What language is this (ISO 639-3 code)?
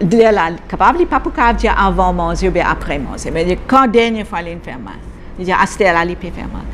mfe